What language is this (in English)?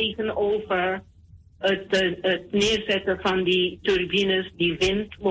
Dutch